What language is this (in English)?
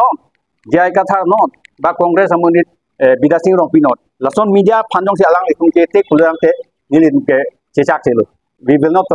Karbi